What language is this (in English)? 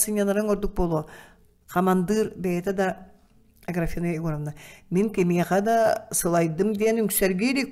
Yakut